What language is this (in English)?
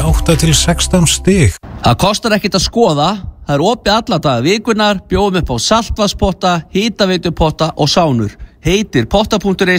Icelandic